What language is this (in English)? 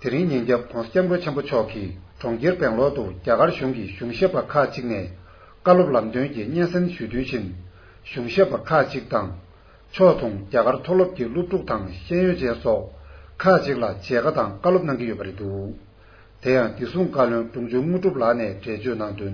Tibetan